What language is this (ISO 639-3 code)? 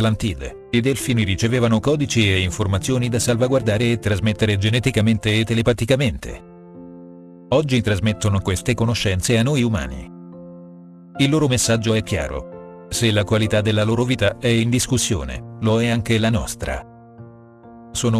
ita